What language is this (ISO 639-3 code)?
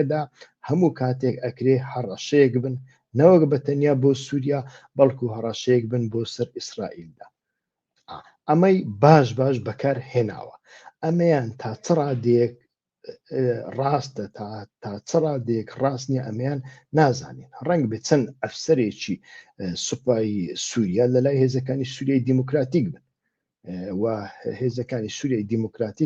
ckb